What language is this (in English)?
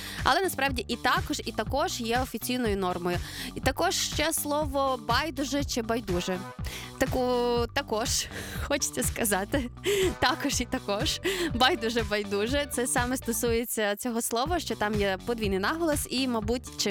Ukrainian